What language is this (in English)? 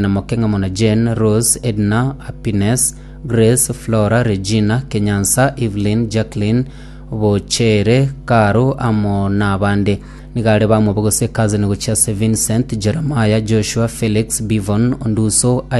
Gusii